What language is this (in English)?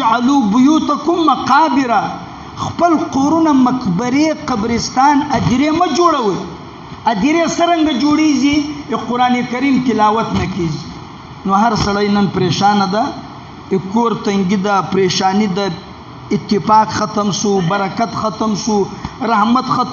Pashto